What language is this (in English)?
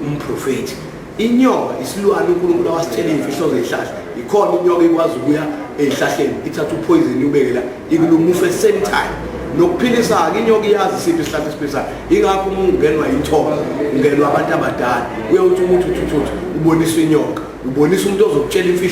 Zulu